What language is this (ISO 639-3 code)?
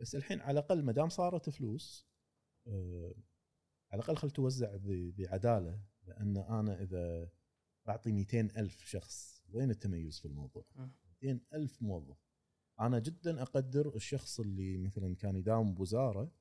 afb